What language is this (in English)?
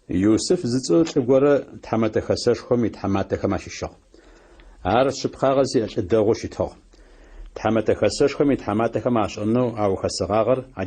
Adyghe